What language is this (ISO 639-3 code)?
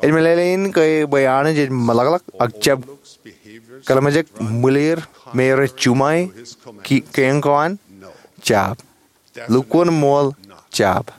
mah